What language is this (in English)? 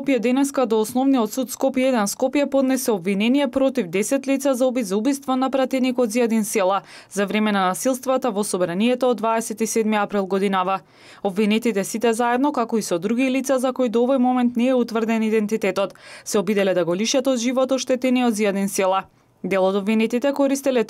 Macedonian